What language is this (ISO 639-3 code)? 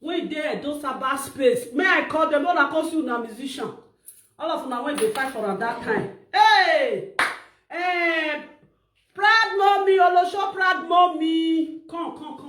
pcm